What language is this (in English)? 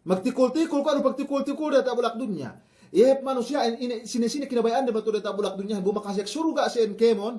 Yakan